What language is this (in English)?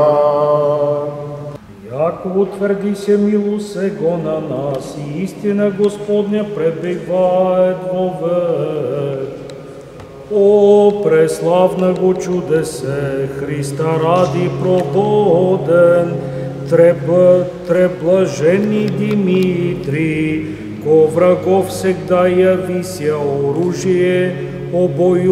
Bulgarian